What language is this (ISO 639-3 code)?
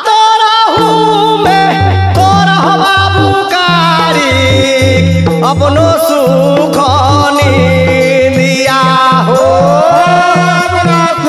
bho